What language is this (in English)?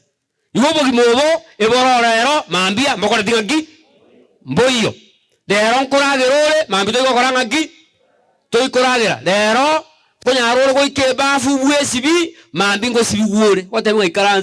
Gusii